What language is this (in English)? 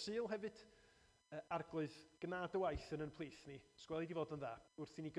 Welsh